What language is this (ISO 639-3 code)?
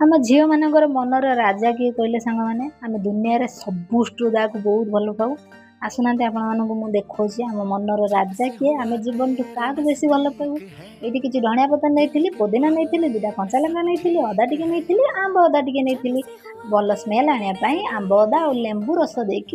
ori